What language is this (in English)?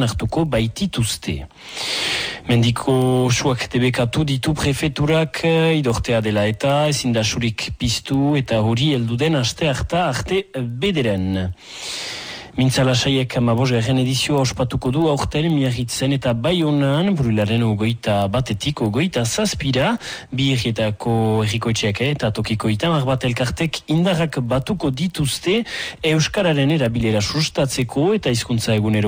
Basque